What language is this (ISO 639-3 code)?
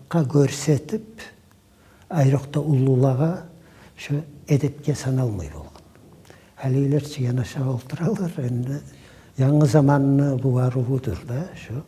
kum